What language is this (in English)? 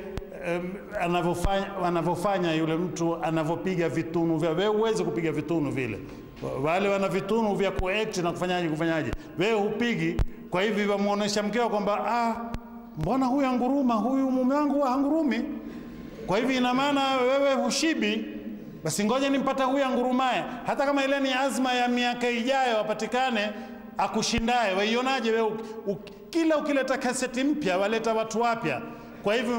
Swahili